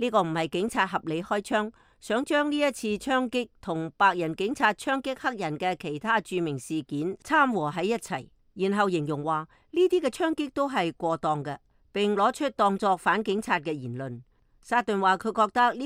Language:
Cantonese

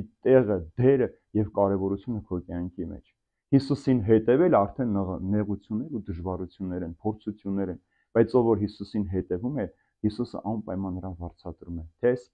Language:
Armenian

